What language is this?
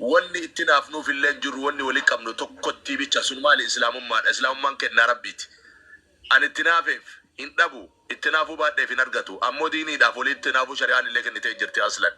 Oromo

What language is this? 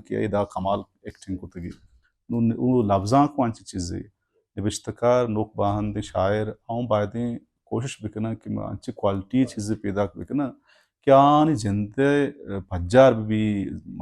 Baluchi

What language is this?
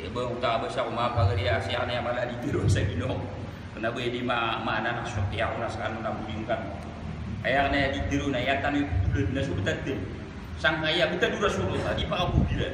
Maranao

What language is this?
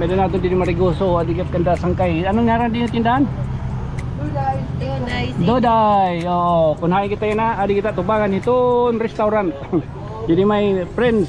Waray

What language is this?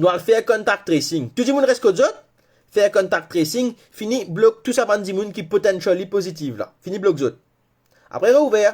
Morisyen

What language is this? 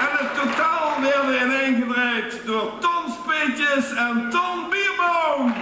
Limburgish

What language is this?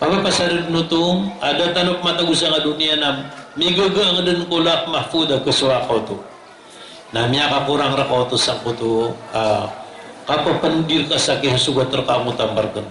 Maranao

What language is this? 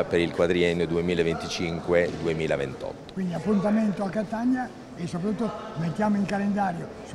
Italian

